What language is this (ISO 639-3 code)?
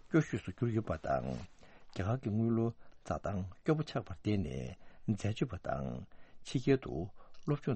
bod